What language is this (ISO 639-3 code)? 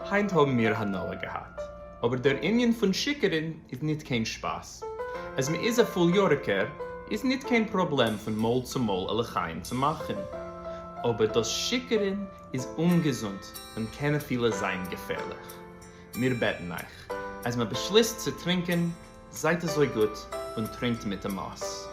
yid